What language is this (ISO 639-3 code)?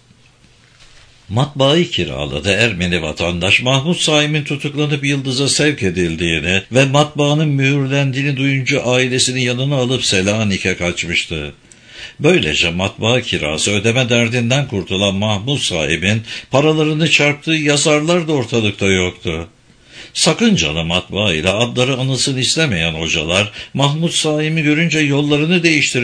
tur